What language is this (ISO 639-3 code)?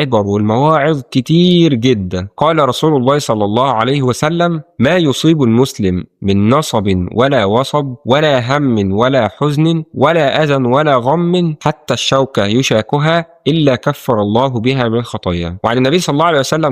arz